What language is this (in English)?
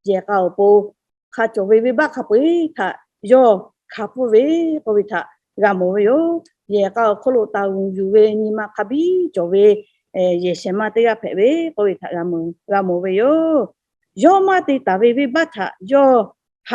Lahu